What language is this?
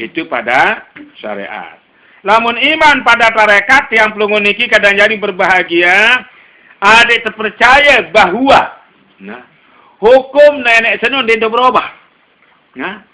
Sasak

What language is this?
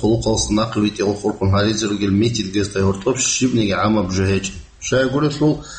Avaric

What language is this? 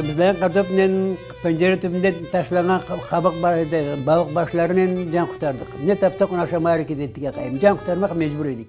Crimean Tatar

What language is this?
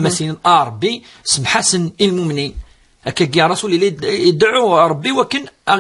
Kabyle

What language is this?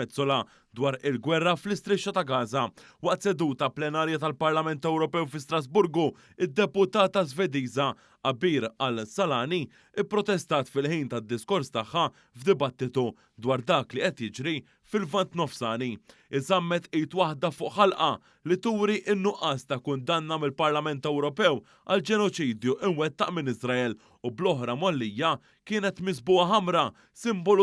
Maltese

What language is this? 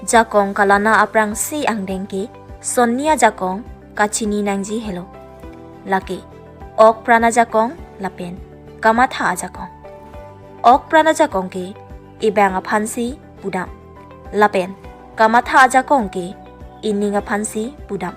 Karbi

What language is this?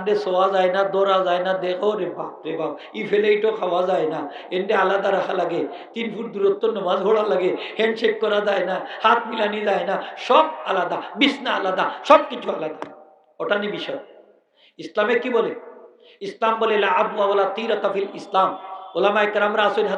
Sylheti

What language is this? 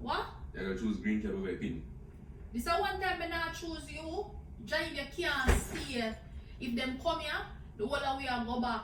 Jamaican Creole English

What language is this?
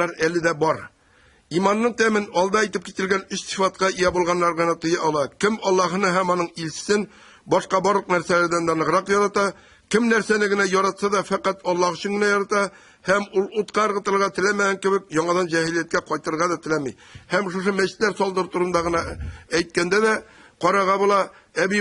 Tatar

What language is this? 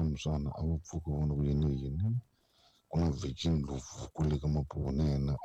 Tsonga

